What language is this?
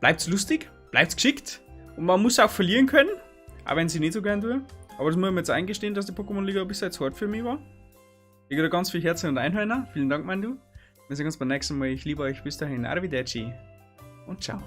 Bavarian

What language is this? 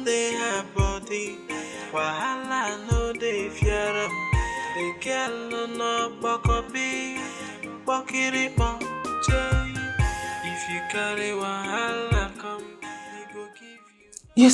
Nigerian Pidgin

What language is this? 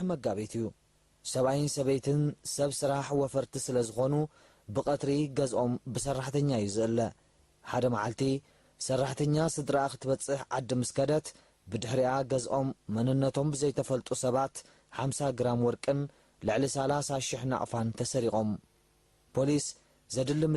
Tigrinya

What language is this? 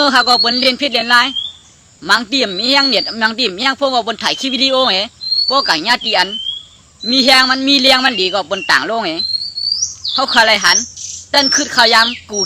Shan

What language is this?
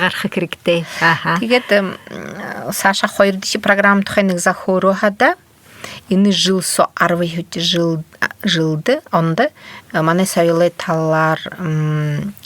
Buriat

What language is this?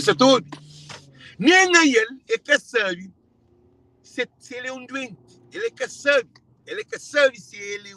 Kabuverdianu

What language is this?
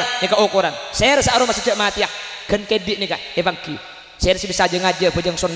Madurese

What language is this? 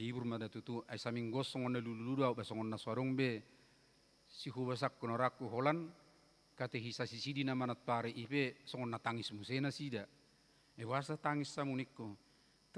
Batak Toba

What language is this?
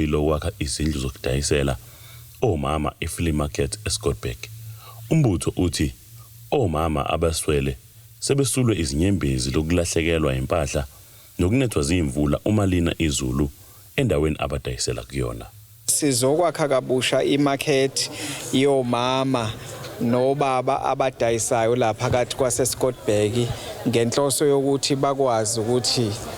Zulu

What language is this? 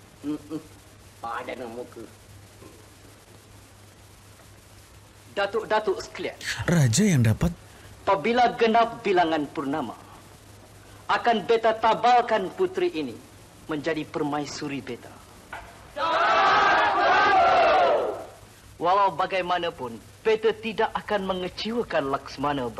Malay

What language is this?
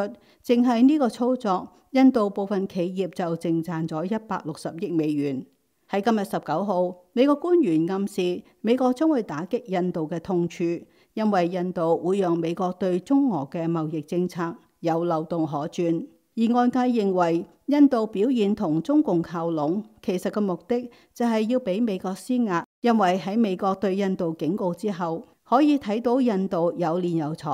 Cantonese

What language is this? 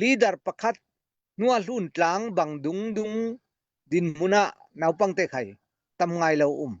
Falam Chin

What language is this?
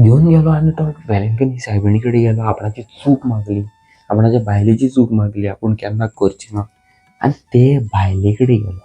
Konkani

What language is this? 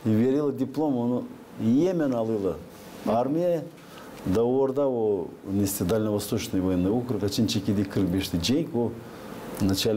Gagauz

